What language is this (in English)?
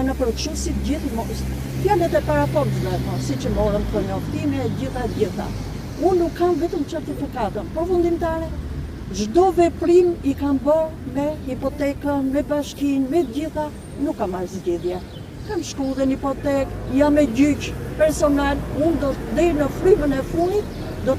Albanian